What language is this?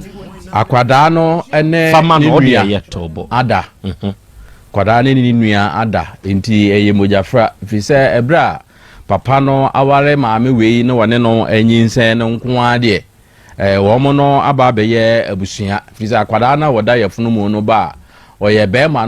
Akan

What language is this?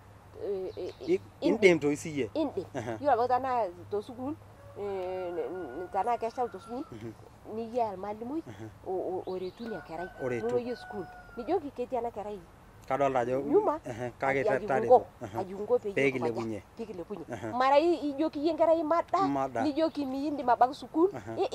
Masai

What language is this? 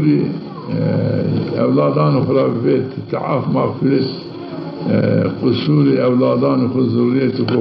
Zaza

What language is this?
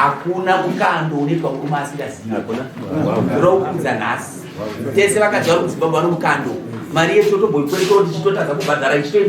Shona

